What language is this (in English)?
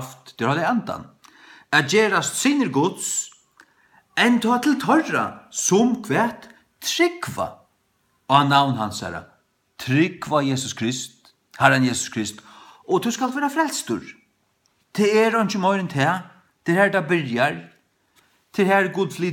Faroese